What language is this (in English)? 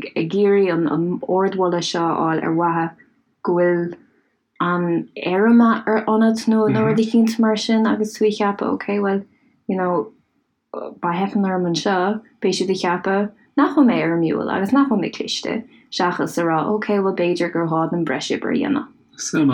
Irish